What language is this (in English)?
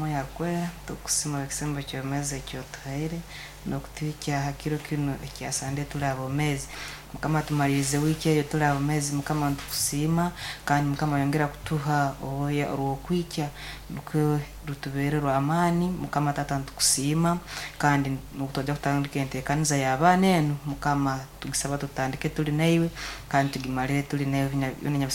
Nyankole